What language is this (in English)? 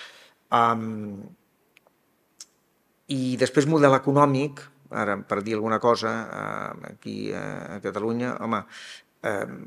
Catalan